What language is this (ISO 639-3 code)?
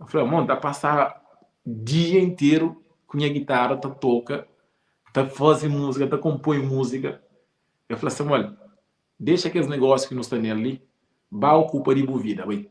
kea